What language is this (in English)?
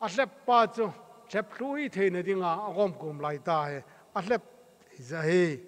Thado Chin